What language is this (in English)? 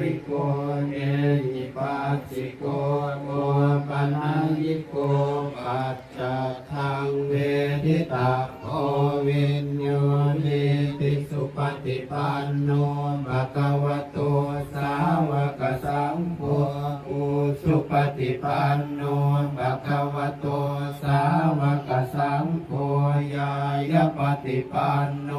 Pali